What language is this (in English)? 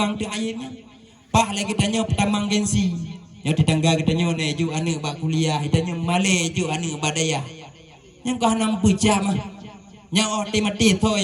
Achinese